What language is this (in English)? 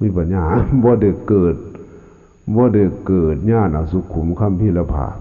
Lao